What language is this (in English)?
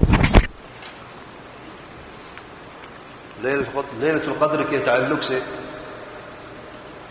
Urdu